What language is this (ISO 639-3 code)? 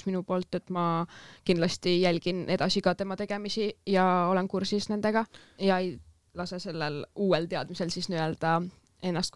est